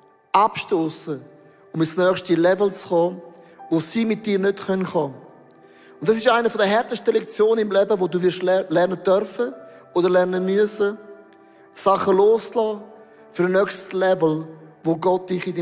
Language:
Swiss German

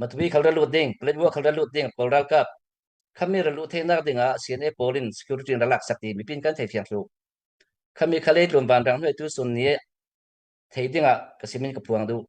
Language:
Falam Chin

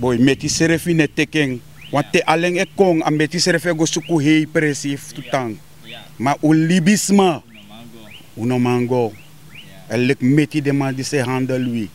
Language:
Sranan Tongo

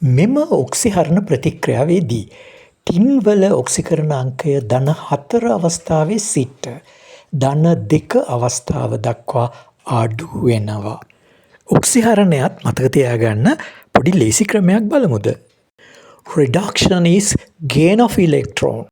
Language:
Sinhala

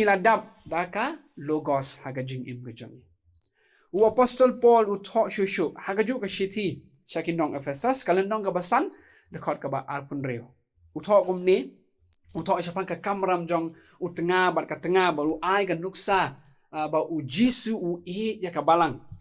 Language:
Khasi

